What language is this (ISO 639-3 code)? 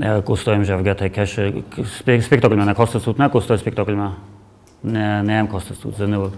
oss